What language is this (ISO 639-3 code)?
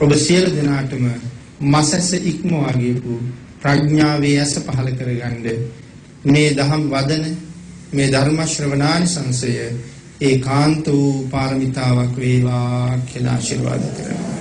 sin